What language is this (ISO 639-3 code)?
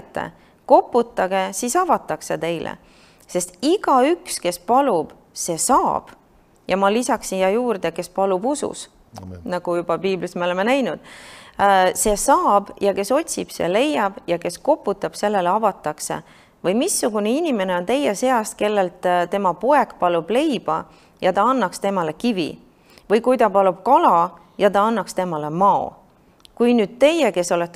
est